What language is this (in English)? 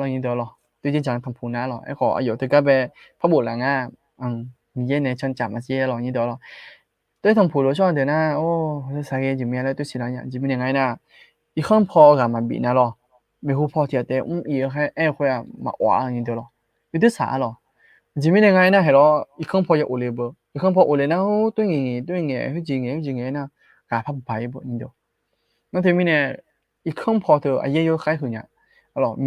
Akha